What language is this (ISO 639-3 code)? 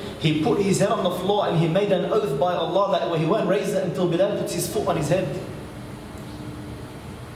eng